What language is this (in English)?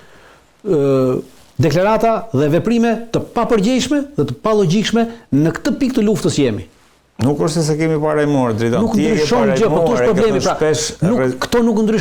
Albanian